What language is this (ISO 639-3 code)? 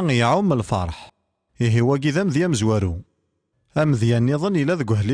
kab